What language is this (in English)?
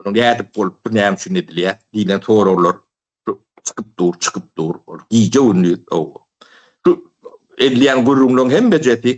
Turkmen